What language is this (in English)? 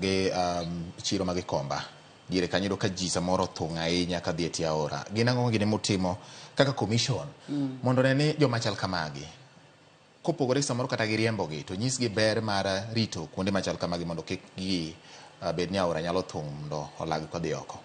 Luo (Kenya and Tanzania)